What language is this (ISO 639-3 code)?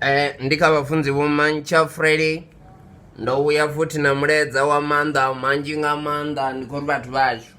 ven